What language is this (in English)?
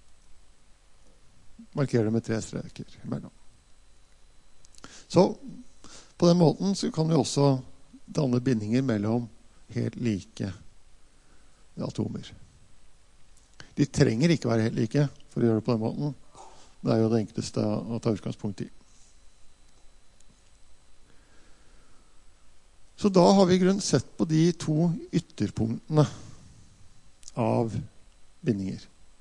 Norwegian